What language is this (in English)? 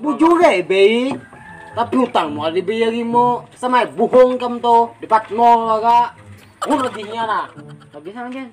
Banjar